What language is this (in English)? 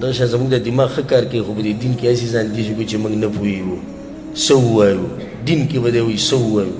Pashto